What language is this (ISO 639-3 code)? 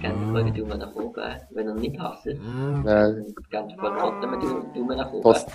gsw